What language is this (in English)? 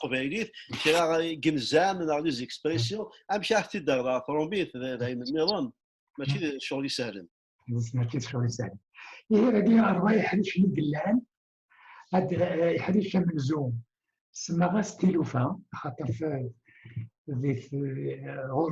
Kabyle